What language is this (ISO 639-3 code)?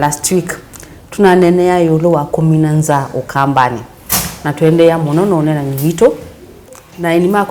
kam